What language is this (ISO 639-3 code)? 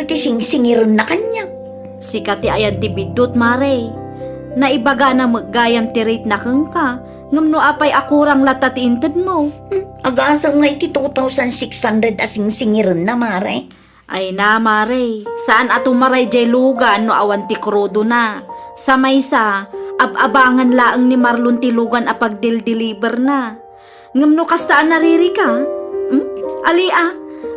ilo